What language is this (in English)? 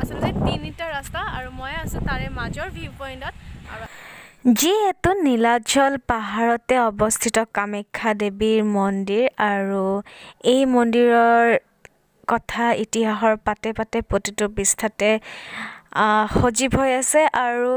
Assamese